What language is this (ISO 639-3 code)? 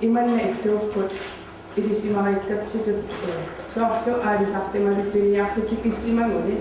kal